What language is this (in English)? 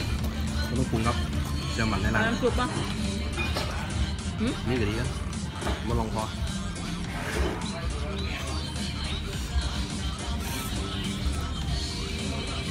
Thai